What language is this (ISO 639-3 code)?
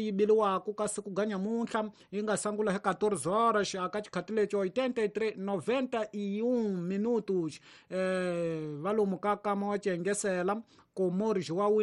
tso